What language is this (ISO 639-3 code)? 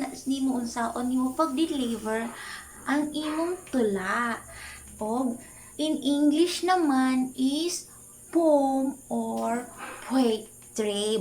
ceb